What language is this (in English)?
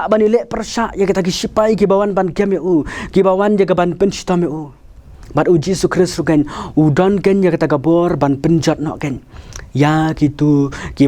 Khasi